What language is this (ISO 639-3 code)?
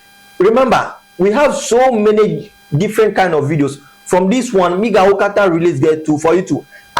ewe